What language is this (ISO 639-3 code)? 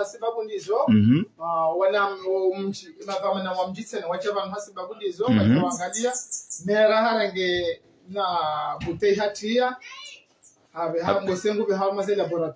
swa